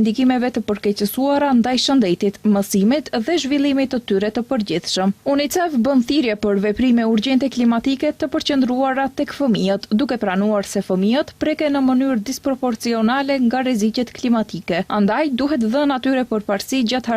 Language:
Albanian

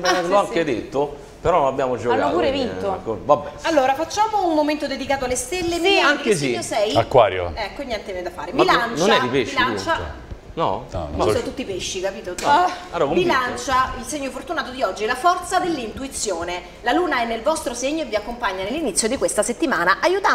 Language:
Italian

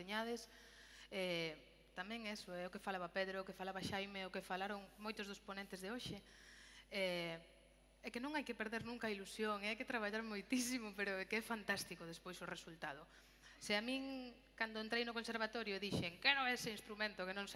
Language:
Galician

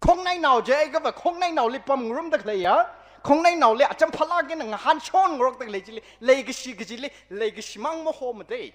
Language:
Tangkhul Naga (India)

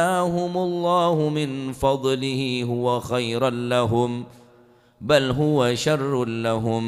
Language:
Madurese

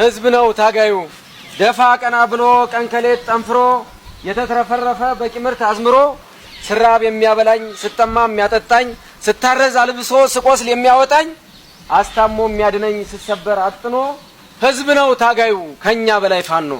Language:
Amharic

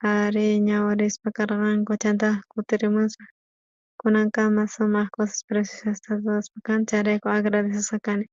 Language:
South Bolivian Quechua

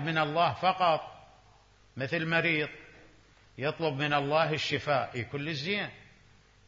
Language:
Mesopotamian Arabic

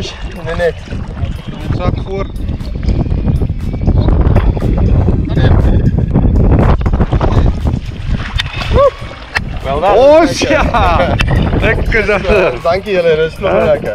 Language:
Afrikaans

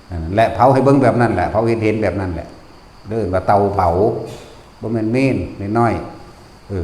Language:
Northeastern Thai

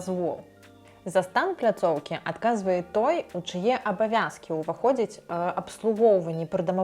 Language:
Belarusian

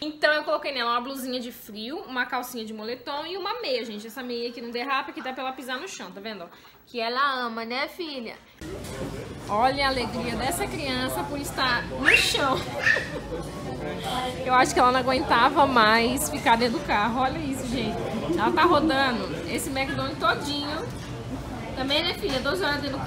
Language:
Portuguese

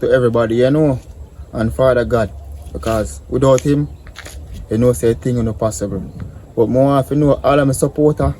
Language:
Jamaican Creole English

